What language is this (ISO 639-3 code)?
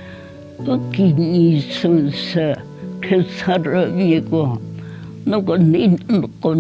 njm